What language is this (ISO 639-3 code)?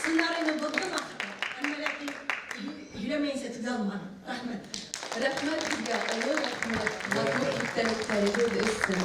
bak